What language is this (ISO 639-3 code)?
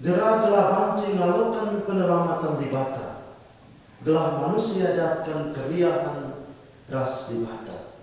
btx